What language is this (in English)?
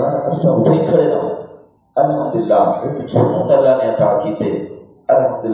Saraiki